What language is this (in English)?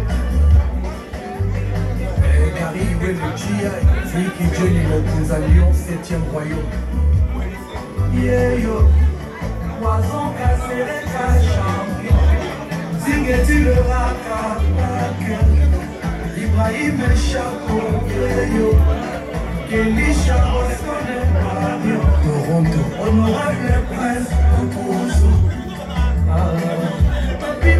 Lingala